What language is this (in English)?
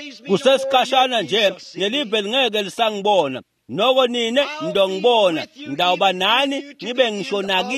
Swati